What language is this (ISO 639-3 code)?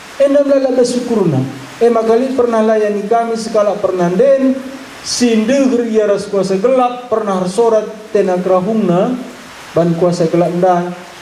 btx